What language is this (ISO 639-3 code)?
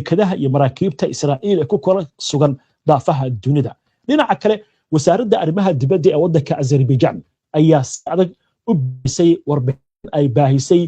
som